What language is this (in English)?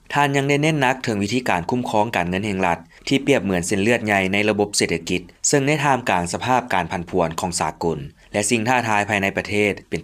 Lao